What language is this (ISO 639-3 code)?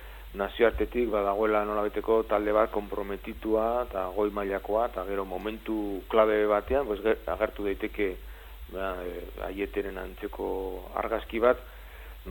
eus